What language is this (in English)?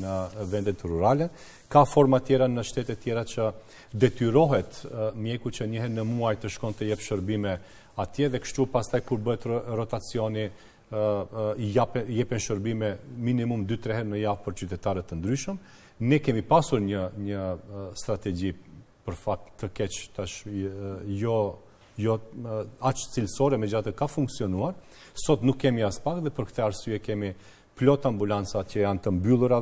Albanian